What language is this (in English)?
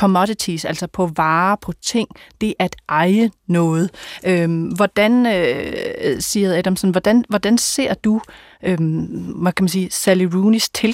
Danish